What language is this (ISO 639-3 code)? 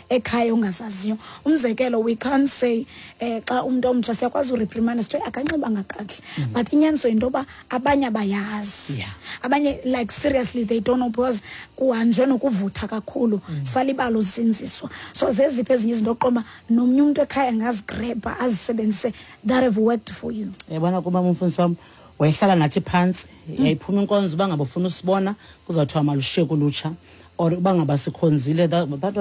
xho